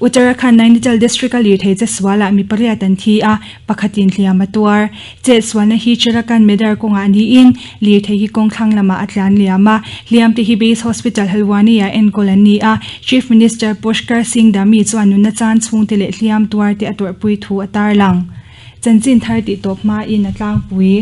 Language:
Mizo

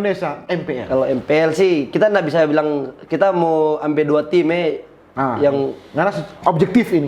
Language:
Manado Malay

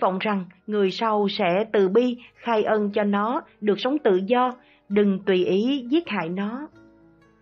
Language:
Vietnamese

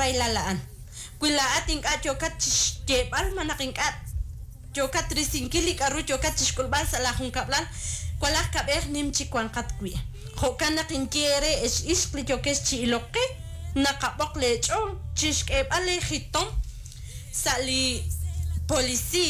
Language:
Kekchí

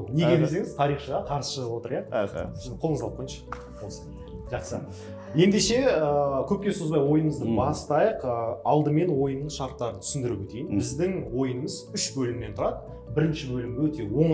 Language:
Kazakh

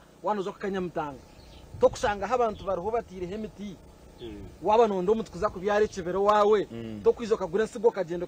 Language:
Nyankole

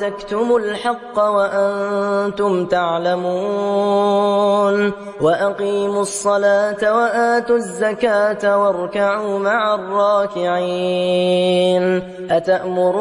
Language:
Arabic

